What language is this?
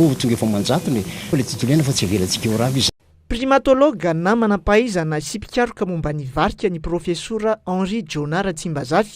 Malagasy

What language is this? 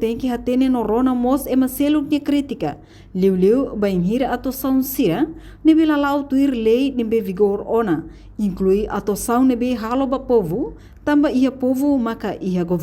Tetum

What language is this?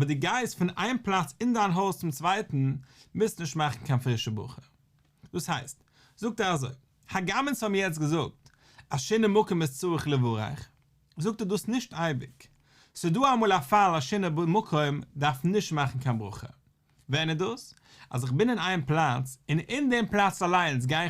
Yiddish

